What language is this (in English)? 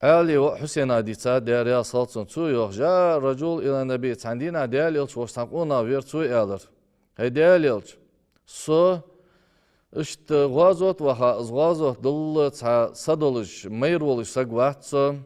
Ingush